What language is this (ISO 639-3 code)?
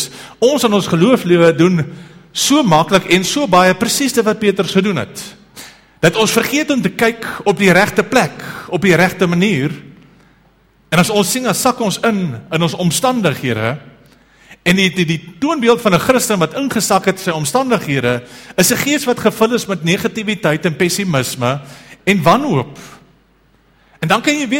afr